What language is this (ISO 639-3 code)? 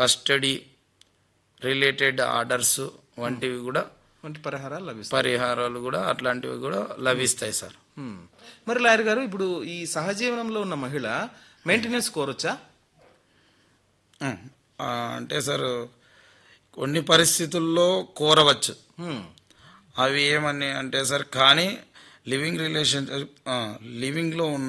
tel